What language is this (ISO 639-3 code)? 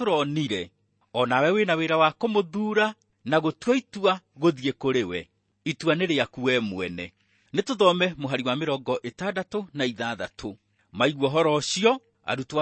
kik